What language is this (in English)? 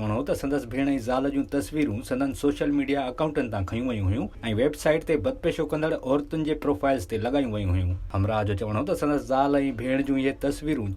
Sindhi